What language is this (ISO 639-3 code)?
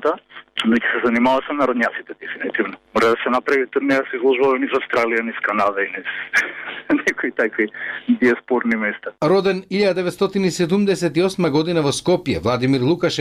mkd